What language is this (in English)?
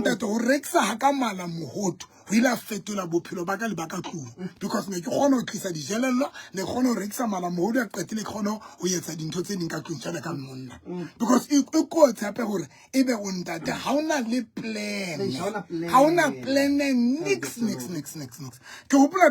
Southern Sotho